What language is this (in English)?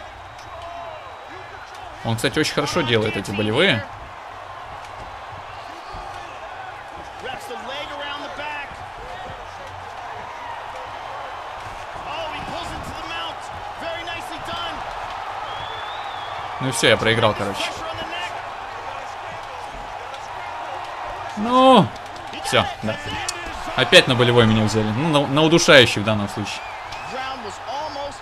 Russian